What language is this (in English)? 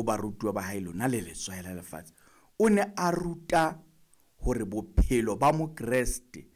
Southern Sotho